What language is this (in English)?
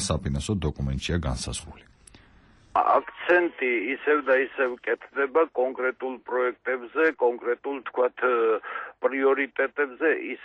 Georgian